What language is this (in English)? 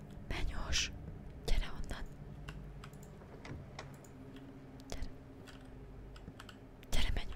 Hungarian